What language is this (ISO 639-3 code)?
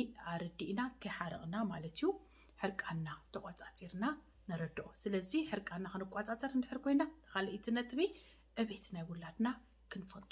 tir